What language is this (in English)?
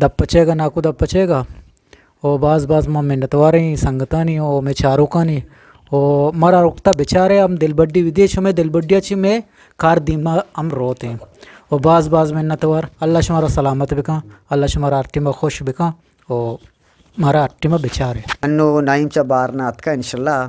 Eastern Balochi